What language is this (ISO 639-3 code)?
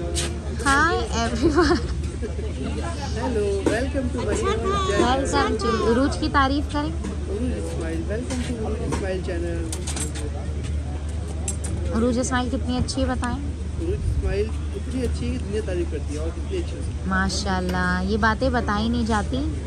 hin